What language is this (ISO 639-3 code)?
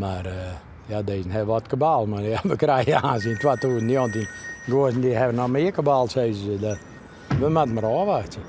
fry